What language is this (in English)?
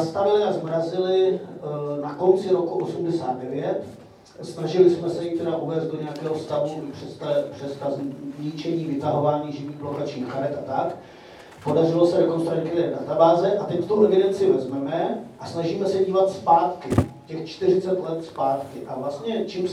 Czech